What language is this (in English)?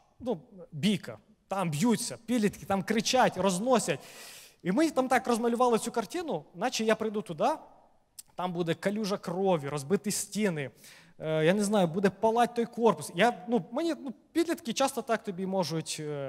Ukrainian